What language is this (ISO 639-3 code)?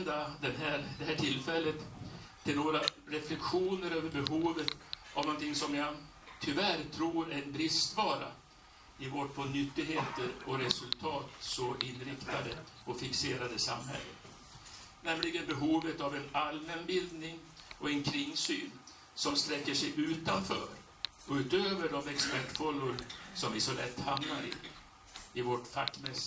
swe